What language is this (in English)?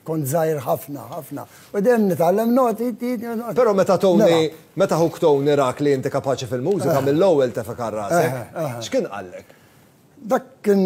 Maltese